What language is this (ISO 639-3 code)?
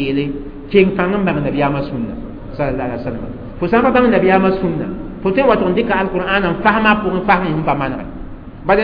mos